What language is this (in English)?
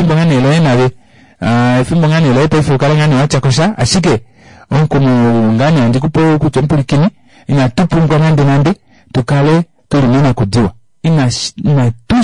Kuanyama